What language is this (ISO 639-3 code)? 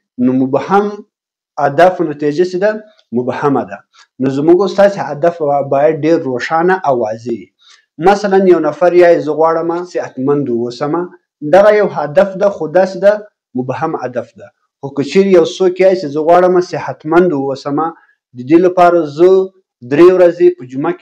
pus